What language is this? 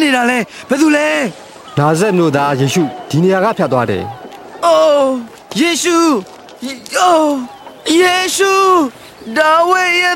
Burmese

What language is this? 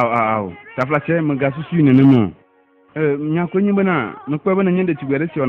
Ewe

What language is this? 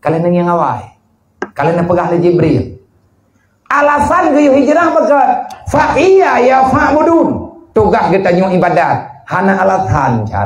Achinese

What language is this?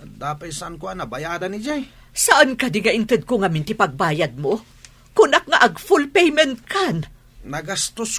Iloko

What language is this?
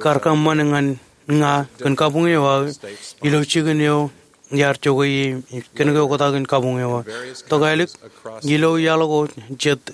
Marshallese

